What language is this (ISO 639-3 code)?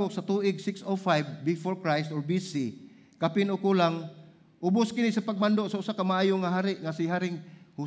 ceb